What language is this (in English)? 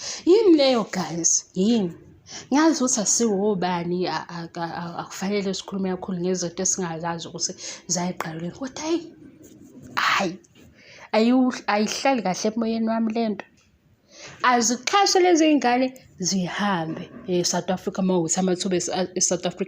Zulu